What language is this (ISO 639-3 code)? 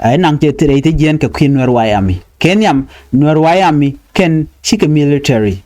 nus